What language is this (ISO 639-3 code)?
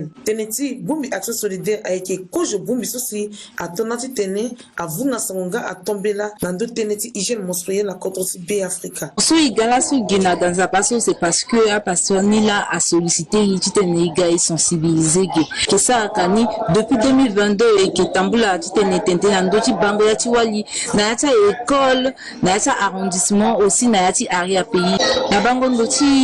sag